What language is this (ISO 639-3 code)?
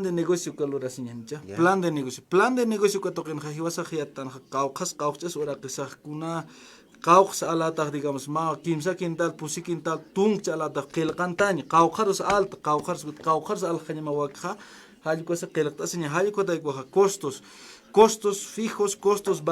aym